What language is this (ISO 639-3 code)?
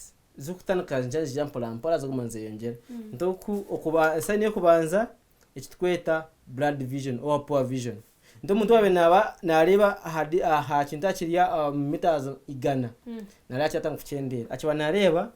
nyn